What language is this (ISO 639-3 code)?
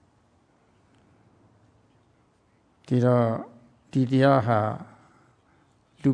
mya